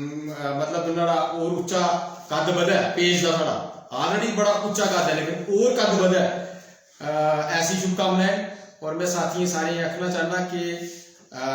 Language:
Dogri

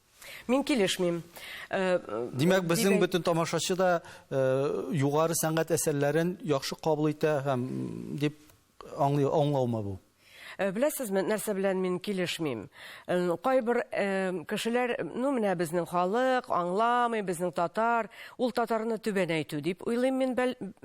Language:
Tatar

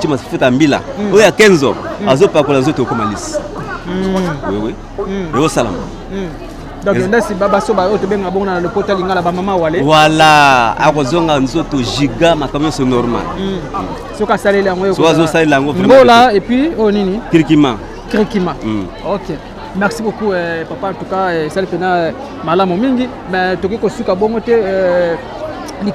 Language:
Lingala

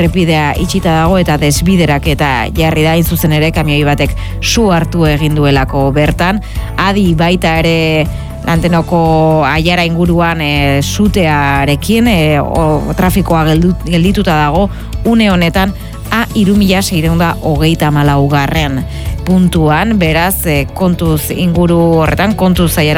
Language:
Basque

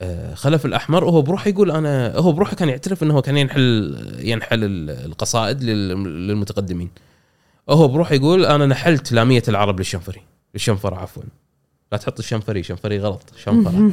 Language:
Gulf Arabic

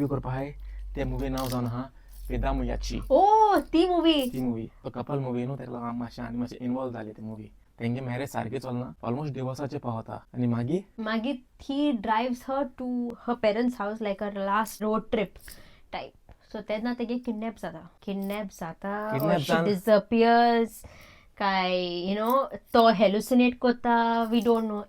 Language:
Konkani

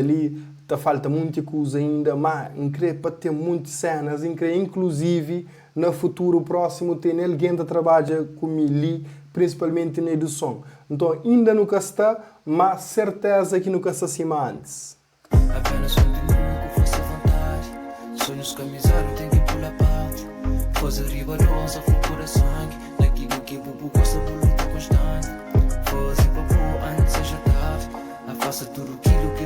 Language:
Kabuverdianu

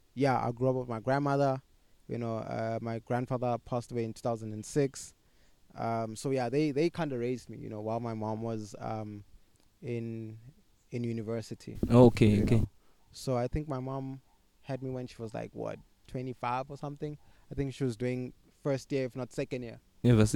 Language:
English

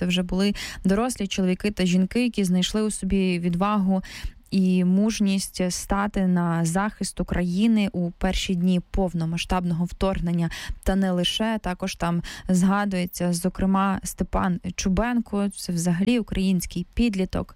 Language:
Ukrainian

